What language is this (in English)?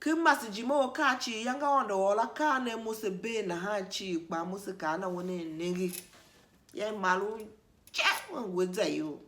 Tiv